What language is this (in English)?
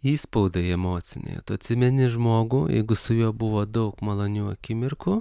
Lithuanian